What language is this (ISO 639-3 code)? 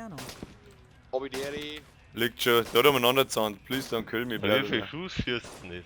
bar